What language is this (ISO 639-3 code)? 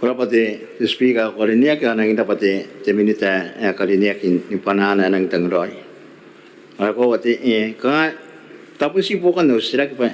gil